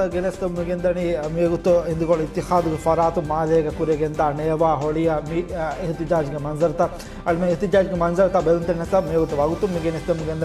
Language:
Divehi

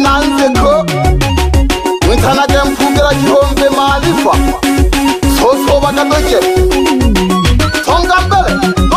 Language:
Swahili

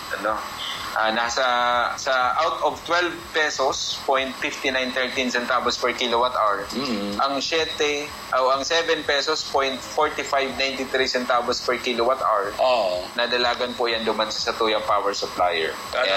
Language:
Bikol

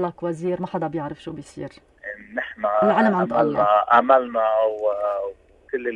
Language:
North Levantine Arabic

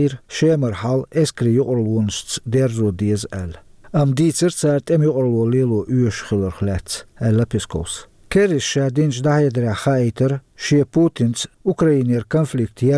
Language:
Chechen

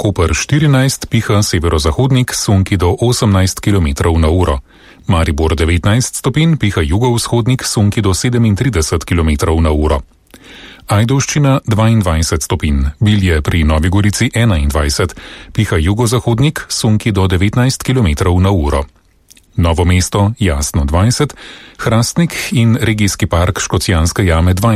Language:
Slovenian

